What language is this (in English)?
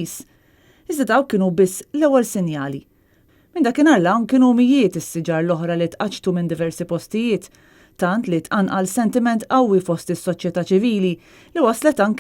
Maltese